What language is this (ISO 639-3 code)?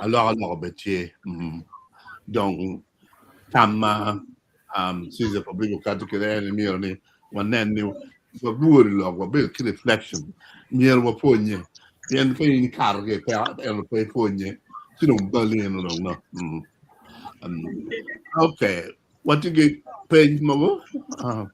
ach